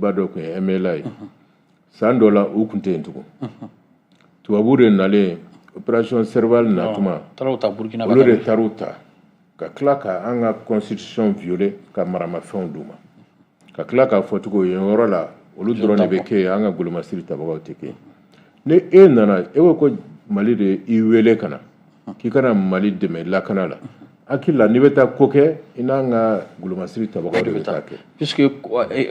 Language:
Bambara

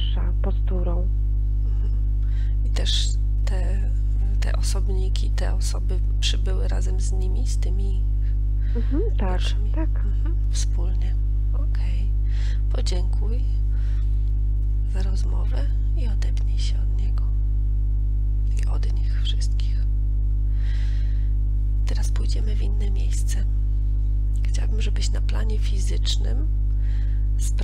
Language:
Polish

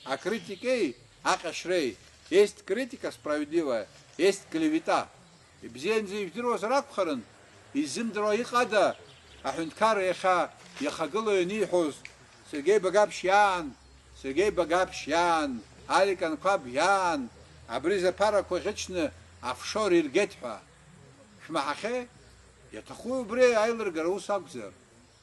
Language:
Abkhazian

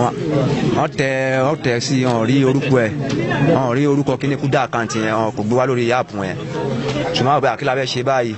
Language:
Yoruba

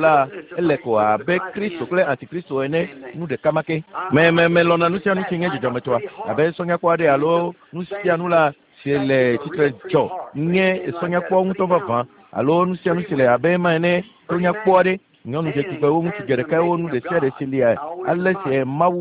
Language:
Ewe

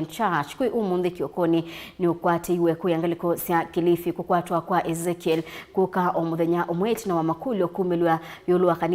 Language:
Kamba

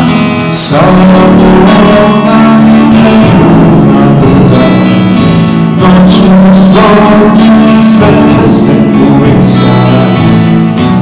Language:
Serbian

